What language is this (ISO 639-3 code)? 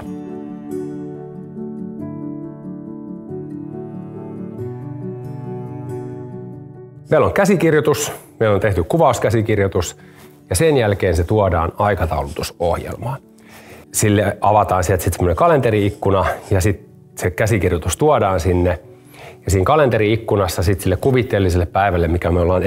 fin